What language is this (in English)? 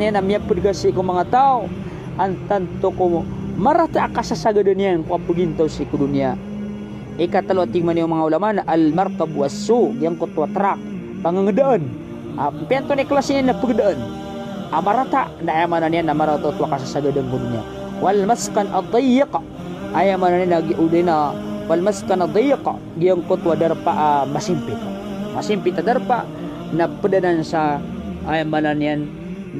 Maranao